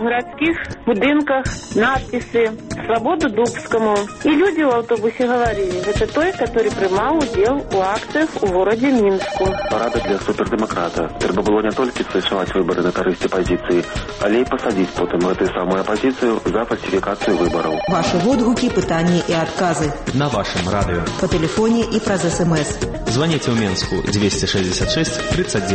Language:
Belarusian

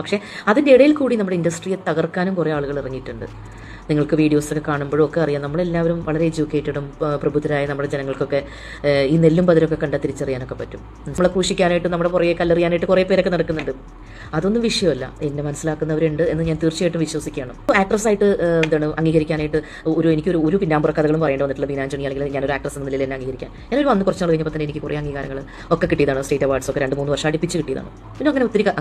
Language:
Malayalam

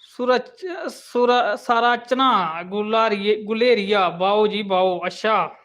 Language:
Dogri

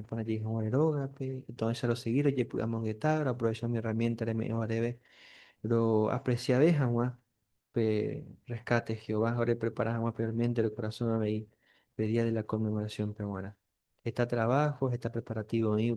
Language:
Guarani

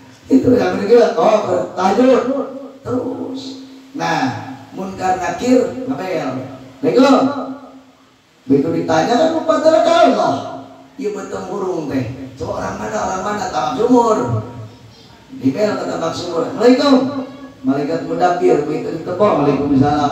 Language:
Indonesian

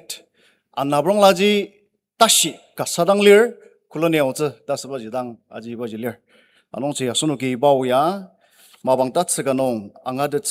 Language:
Ao Naga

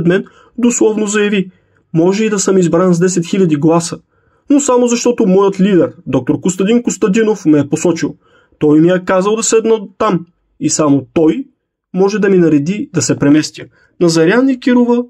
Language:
Bulgarian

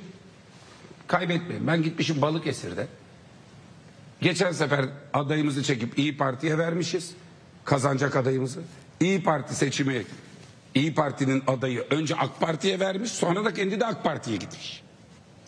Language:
Turkish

